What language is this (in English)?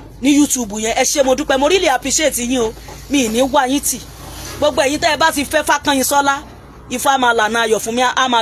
Yoruba